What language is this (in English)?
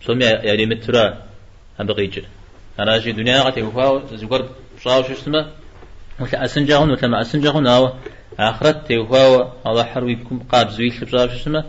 Kabardian